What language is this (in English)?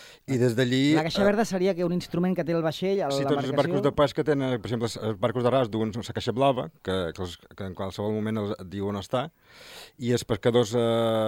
Catalan